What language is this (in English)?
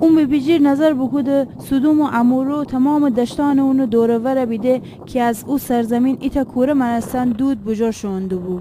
Gilaki